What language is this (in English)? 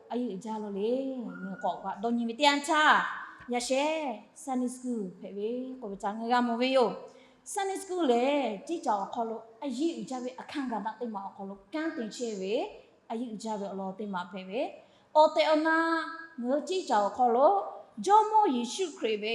Lahu